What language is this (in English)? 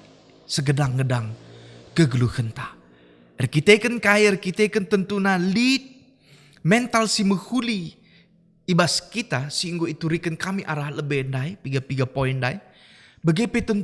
Batak Karo